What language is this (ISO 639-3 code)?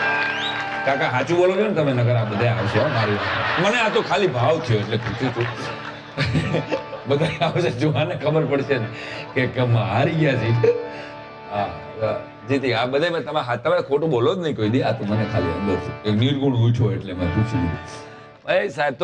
guj